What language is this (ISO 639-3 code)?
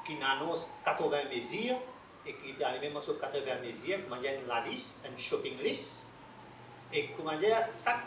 mfe